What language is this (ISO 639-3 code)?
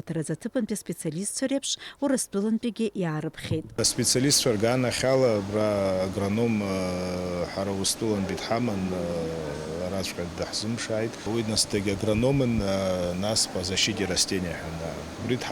abk